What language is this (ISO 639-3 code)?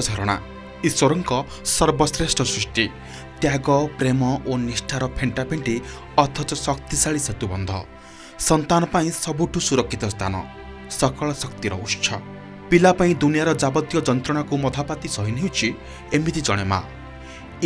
ori